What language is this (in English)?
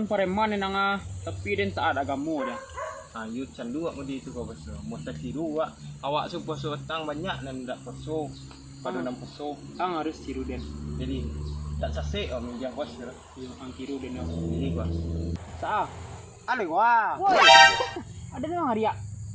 Minangkabau